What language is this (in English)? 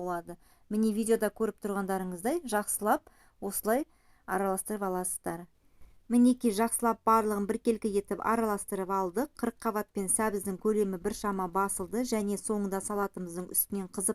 Kazakh